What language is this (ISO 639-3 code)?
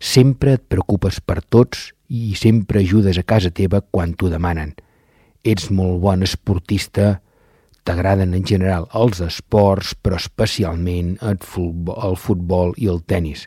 cat